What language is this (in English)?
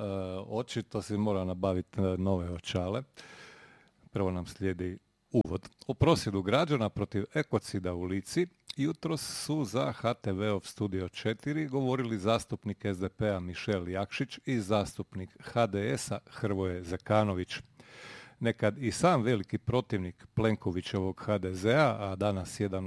Croatian